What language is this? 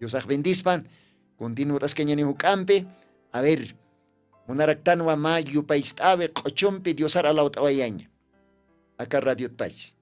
Aymara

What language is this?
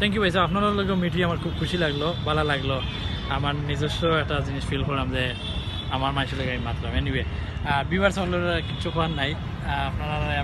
Sylheti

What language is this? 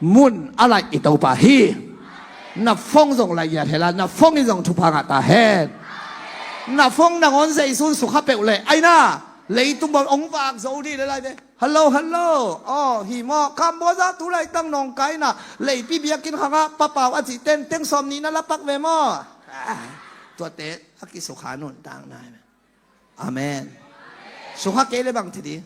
Tedim Chin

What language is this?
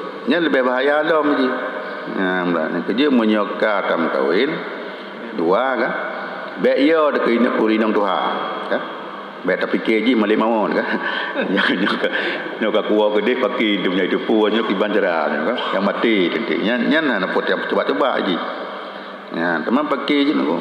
Achinese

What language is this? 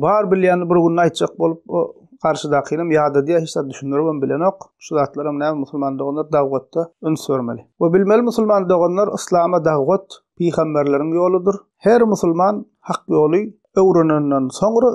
Turkmen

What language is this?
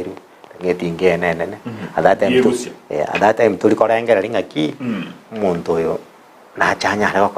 Gusii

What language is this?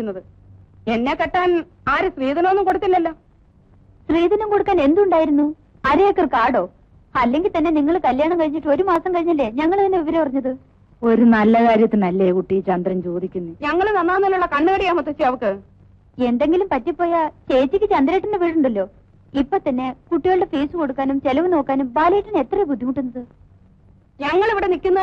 Malayalam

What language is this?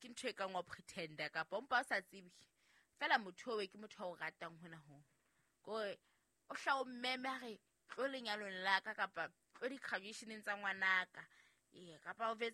Southern Sotho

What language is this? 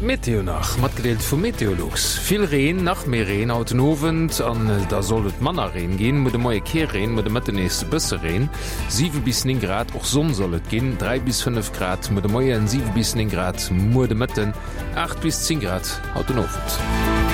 Luxembourgish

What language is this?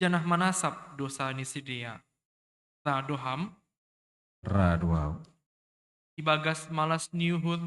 Batak Simalungun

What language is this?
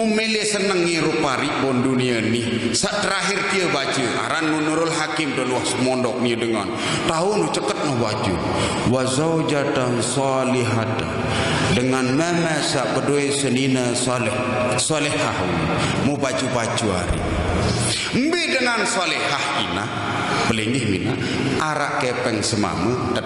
Sasak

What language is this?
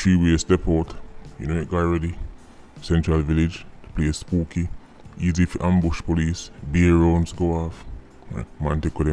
Jamaican Creole English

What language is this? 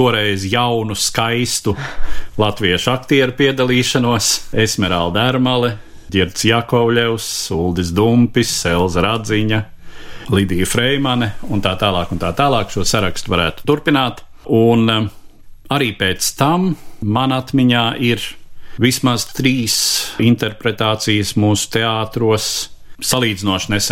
Latvian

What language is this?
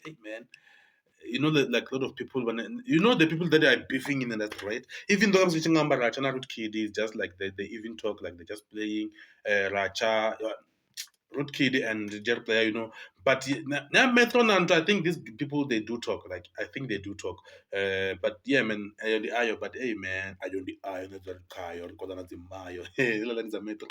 Venda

